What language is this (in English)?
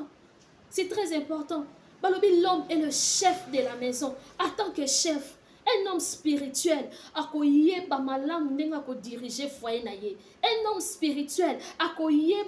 Lingala